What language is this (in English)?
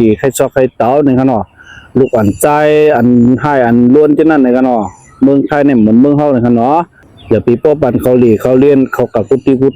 Shan